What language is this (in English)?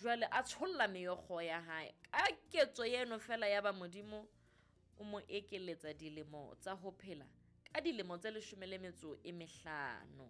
Southern Sotho